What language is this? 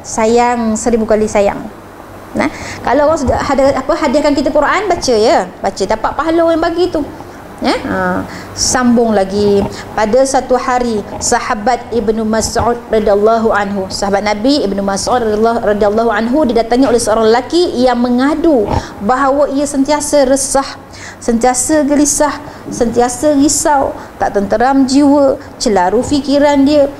Malay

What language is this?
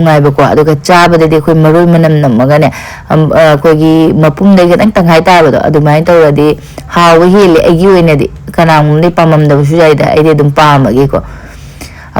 Manipuri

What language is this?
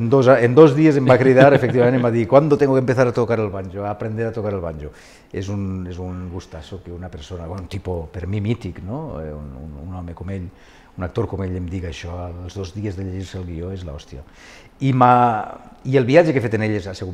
Catalan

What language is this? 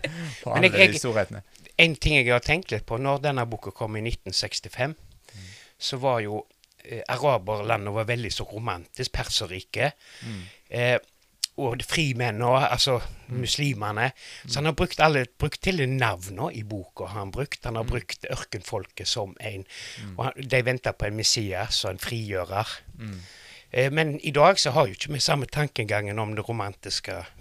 Norwegian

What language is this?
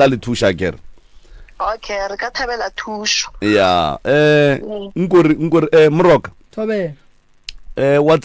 Northern Sotho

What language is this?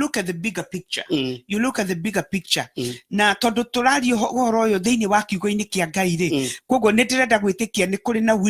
Kikuyu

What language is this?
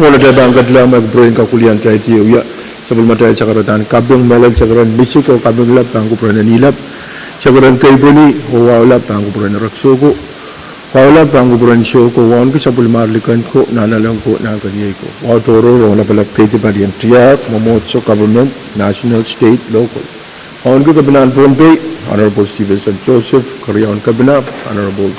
Pohnpeian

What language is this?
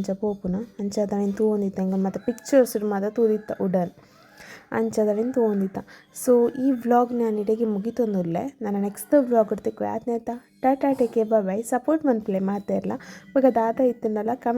Tulu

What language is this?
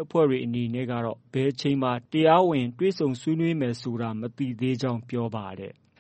Burmese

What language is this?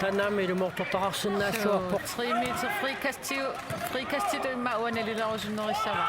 Kalaallisut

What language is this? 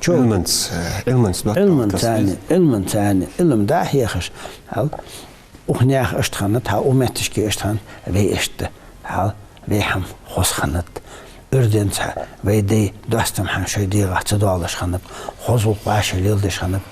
Ingush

